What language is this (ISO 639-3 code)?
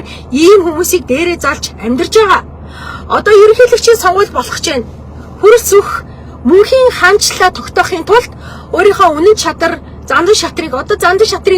mon